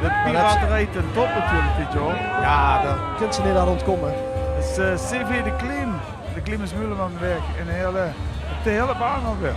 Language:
Limburgish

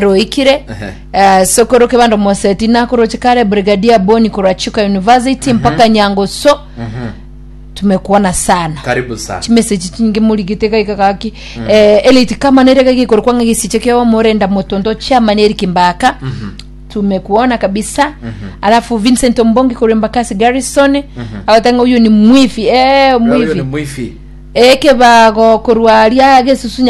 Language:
Gusii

